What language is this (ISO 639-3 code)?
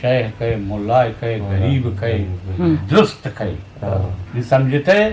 bgp